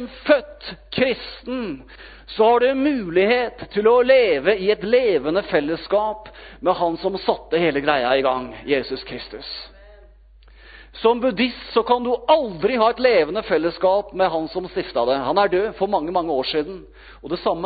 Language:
Norwegian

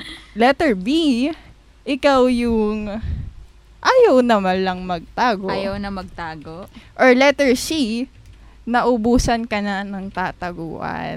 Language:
Filipino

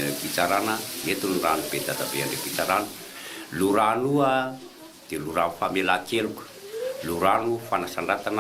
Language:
Malagasy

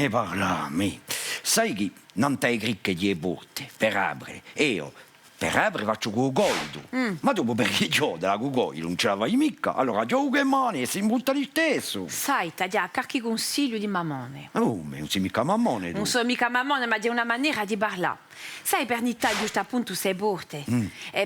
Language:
Corsican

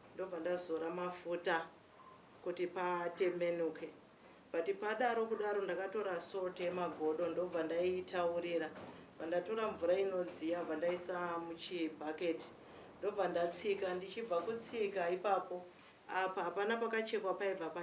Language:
Shona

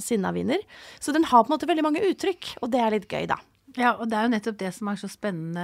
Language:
Norwegian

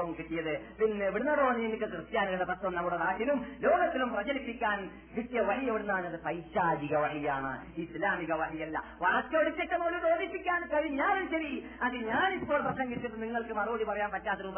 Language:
Malayalam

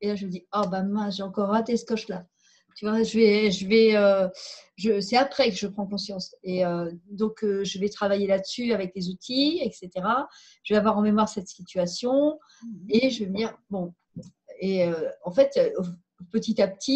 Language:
French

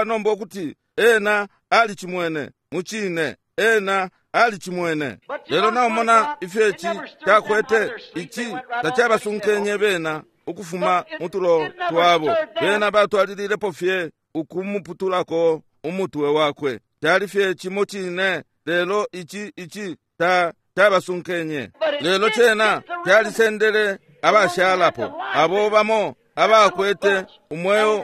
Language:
Bemba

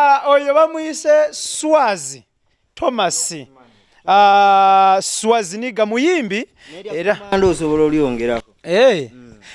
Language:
Ganda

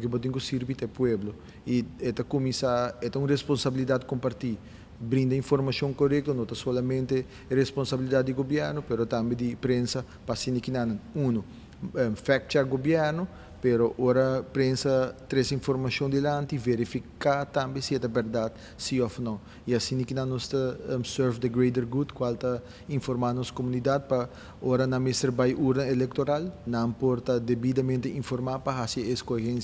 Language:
Papiamento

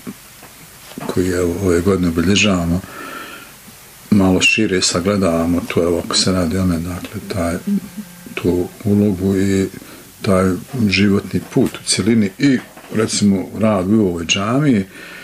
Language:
Bosnian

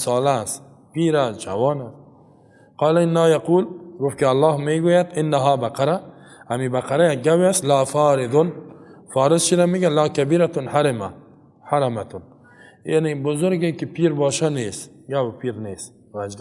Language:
Persian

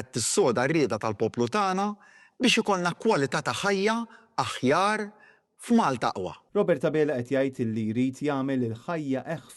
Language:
Maltese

